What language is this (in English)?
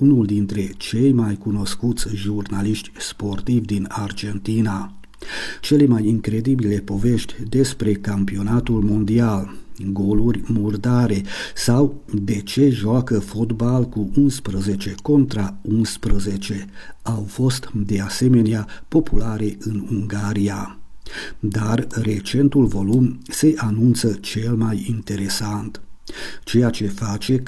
Romanian